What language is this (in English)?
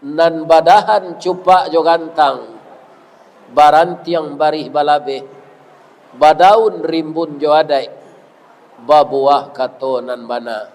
Minangkabau